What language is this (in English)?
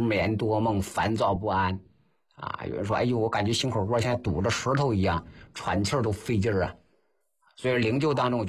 Chinese